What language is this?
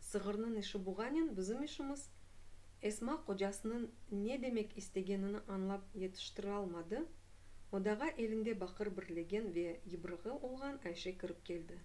Crimean Tatar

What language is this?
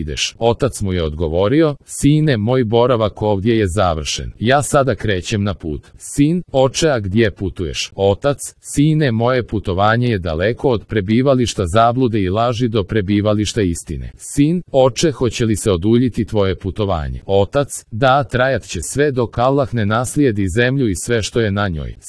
Croatian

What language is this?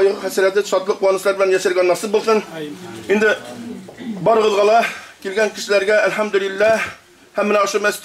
Bashkir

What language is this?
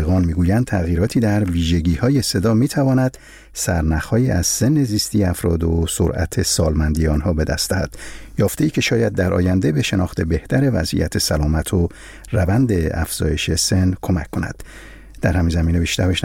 Persian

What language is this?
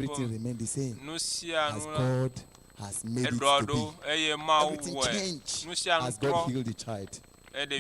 Ewe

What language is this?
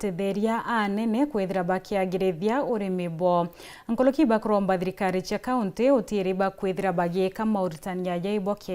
Meru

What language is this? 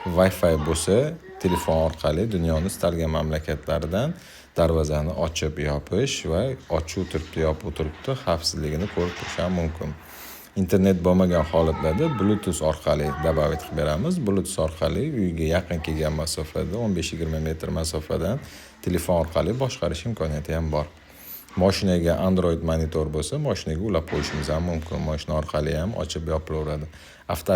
Uzbek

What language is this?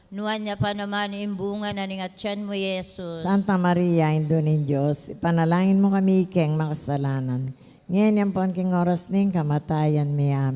Pampanga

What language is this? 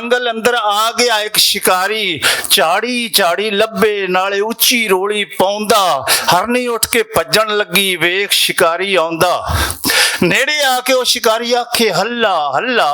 Western Panjabi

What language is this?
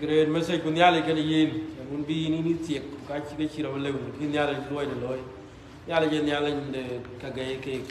Dinka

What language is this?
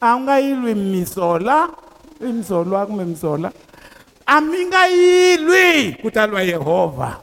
Tsonga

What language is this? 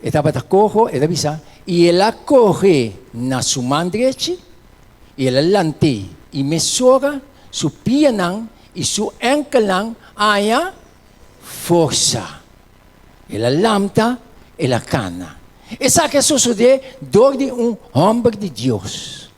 Papiamento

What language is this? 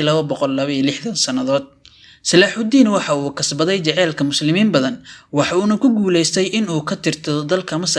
Somali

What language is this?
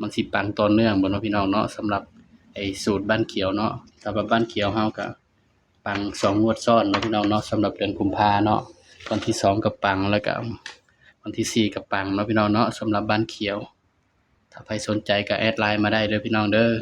Northeastern Thai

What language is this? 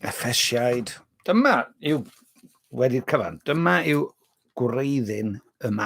Welsh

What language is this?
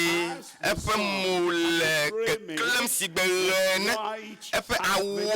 Ewe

